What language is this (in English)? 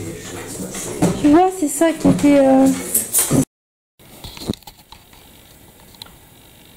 French